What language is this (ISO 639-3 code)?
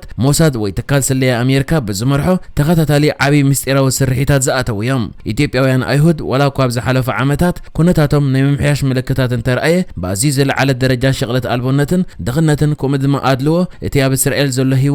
tir